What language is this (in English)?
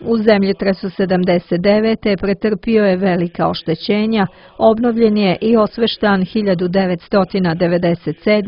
Serbian